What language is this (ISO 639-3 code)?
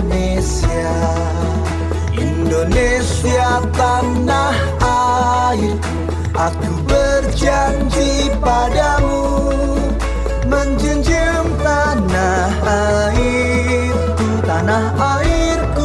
ind